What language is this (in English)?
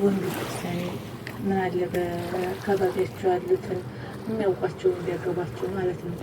Amharic